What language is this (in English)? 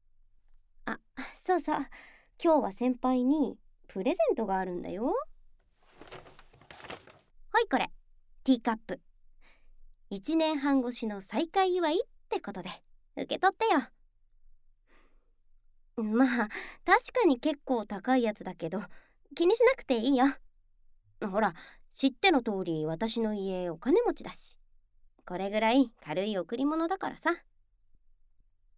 Japanese